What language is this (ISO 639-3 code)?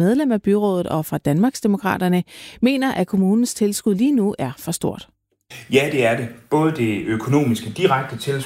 dan